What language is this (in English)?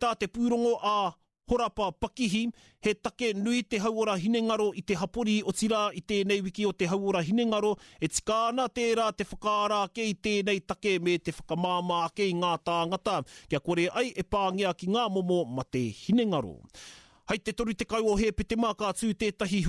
Māori